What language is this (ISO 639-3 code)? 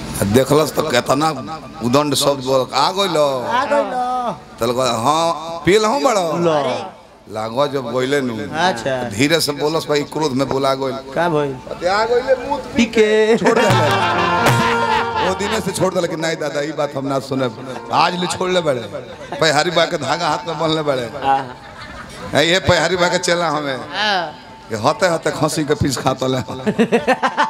bho